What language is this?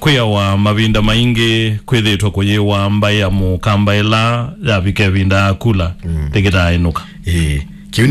Kamba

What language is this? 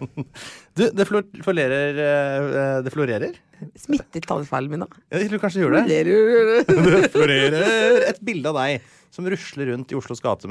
Norwegian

